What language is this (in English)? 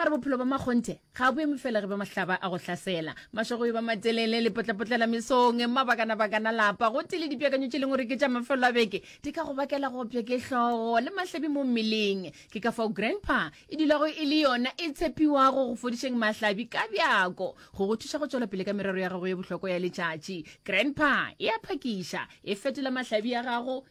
Northern Sotho